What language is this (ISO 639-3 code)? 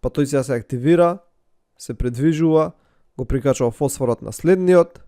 mkd